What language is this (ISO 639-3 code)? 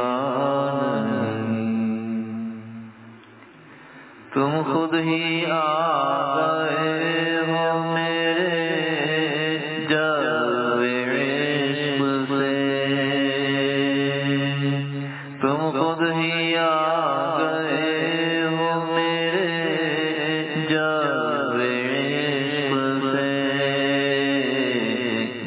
urd